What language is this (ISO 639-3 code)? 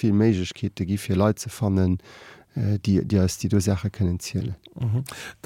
ltz